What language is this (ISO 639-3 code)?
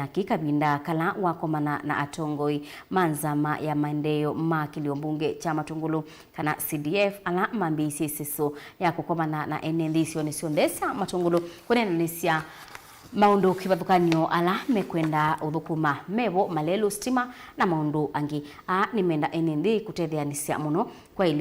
kam